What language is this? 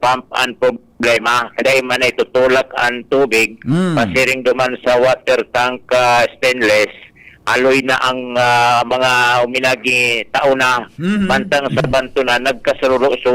Bikol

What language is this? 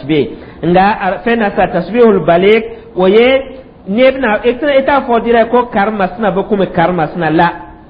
Dyula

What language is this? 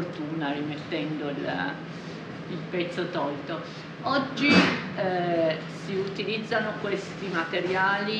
Italian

